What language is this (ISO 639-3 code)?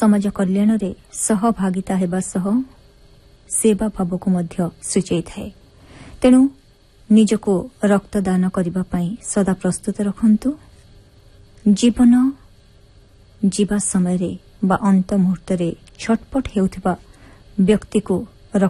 ori